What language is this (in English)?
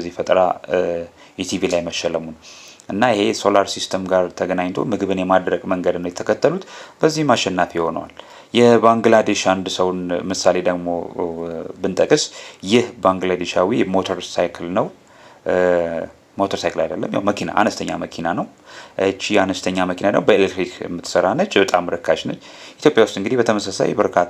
Amharic